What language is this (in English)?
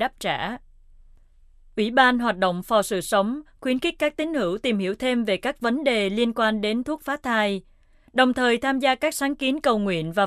Vietnamese